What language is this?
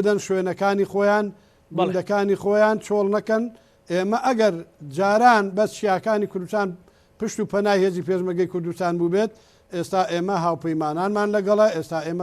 Central Kurdish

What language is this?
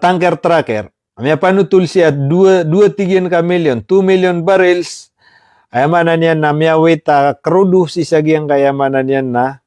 Maranao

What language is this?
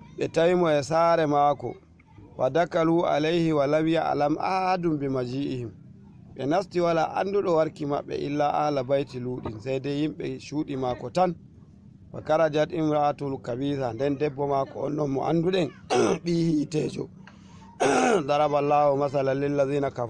Fula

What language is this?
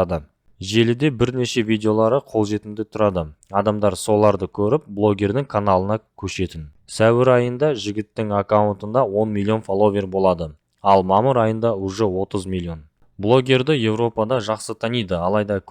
Kazakh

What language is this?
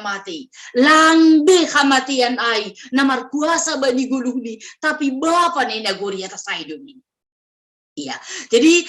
Batak Simalungun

